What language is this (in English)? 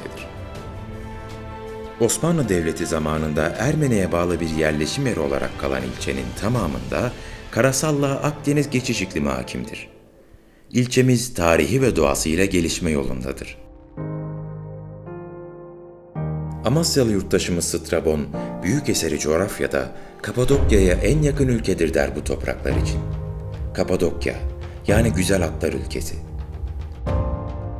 Turkish